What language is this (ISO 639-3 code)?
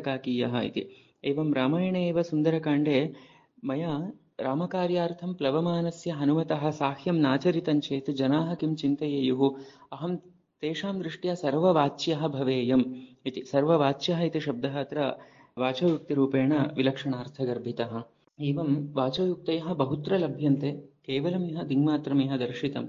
san